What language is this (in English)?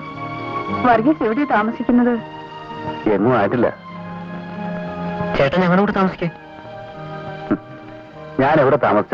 Malayalam